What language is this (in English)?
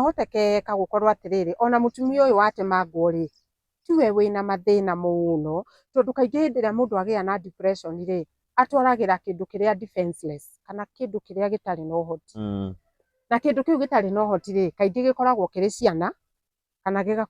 Kikuyu